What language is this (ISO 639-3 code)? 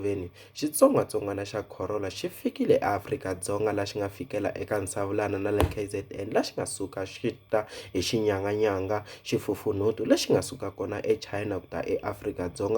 tso